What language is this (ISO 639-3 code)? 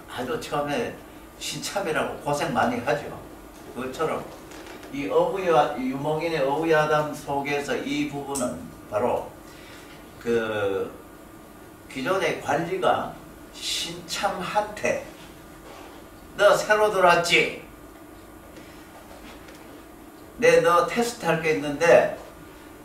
kor